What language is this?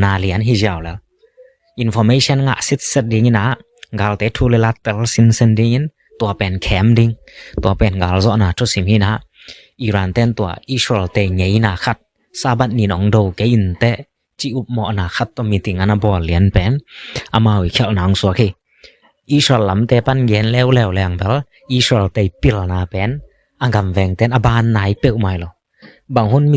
Tedim Chin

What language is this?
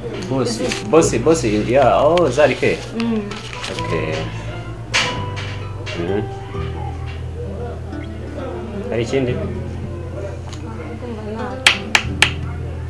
Kinyarwanda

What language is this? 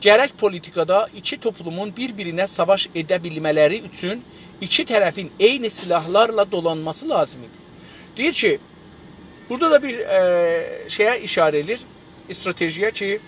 South Azerbaijani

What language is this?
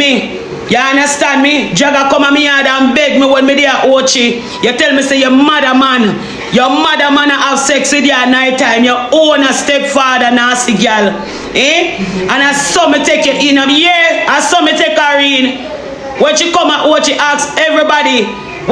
Jamaican Creole English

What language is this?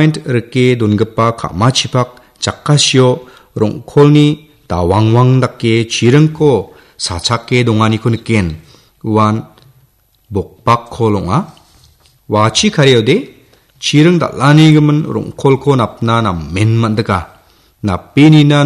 Garo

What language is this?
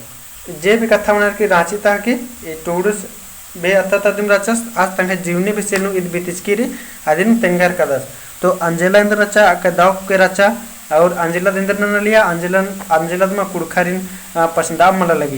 Kurukh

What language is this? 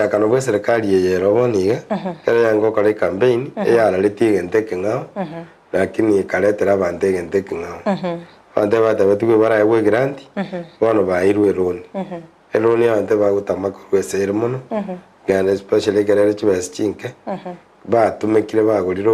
Gusii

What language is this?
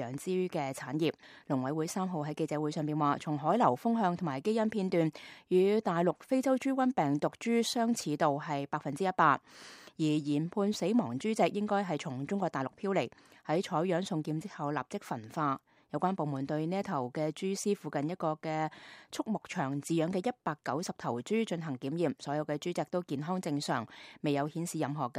Cantonese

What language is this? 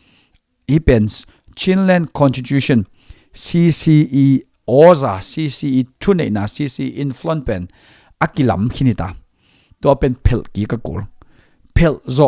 Tedim Chin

